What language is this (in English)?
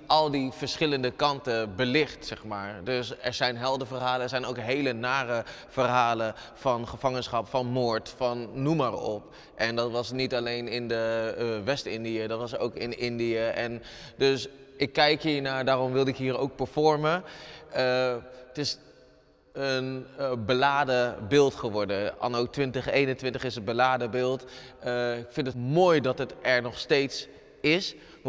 Dutch